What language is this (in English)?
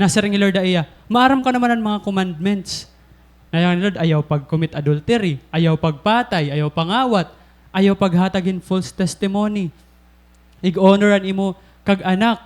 Waray